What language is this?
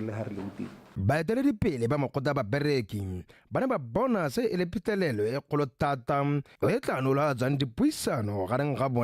Tswana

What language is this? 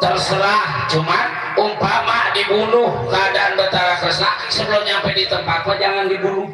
Betawi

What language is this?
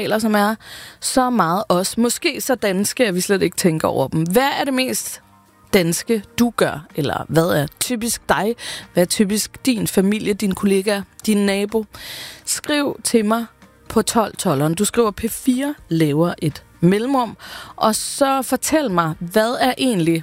Danish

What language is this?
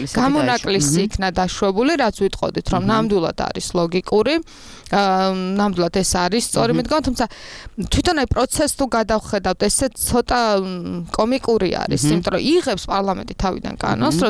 Georgian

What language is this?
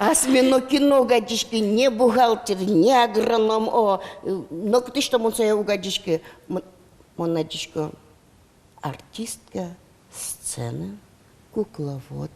Udmurt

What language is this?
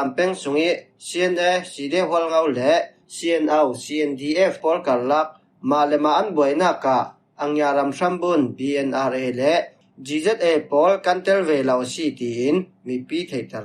Falam Chin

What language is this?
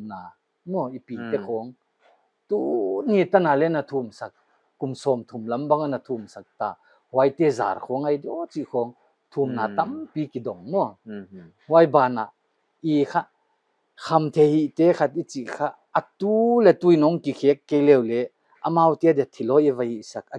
Paite Chin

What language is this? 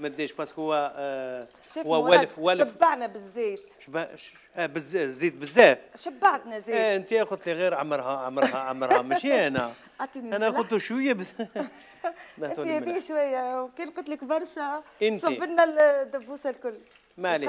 Algerian Arabic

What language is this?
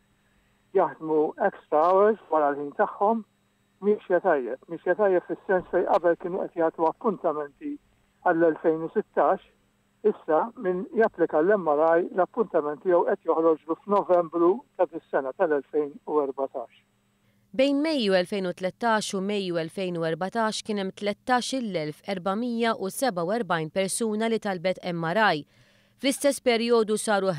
Maltese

